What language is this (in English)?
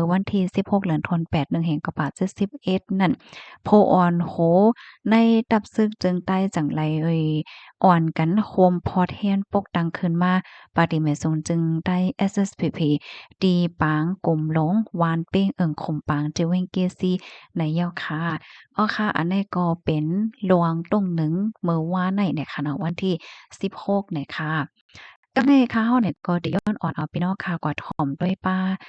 Shan